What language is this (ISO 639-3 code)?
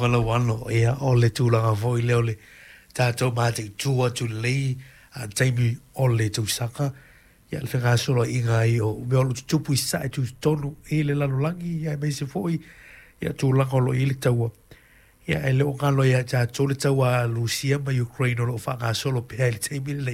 smo